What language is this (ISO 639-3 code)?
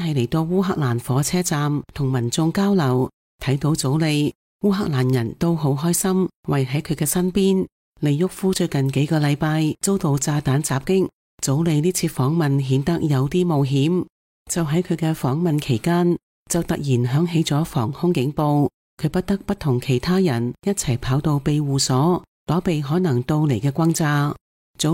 yue